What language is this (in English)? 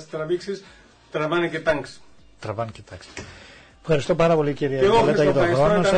Greek